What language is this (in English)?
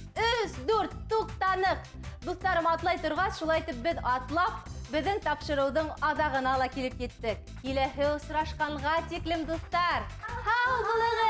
Bashkir